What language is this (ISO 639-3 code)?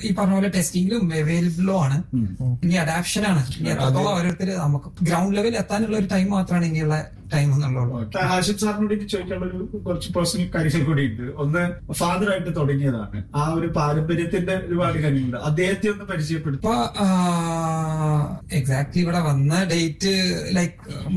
mal